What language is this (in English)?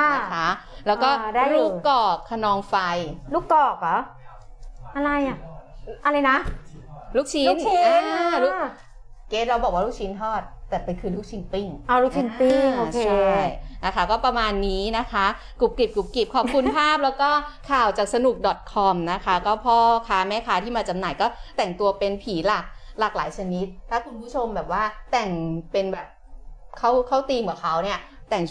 Thai